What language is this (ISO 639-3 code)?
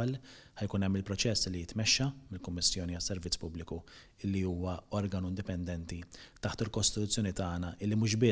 mlt